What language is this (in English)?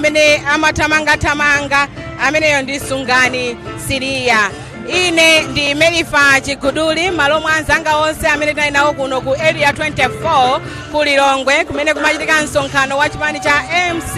Nyanja